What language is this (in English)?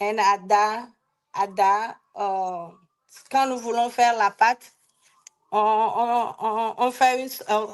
Ewe